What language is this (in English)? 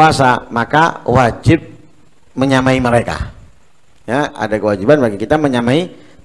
Indonesian